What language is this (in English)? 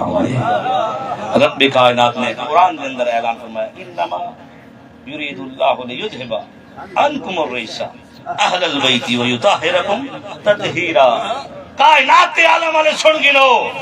Saraiki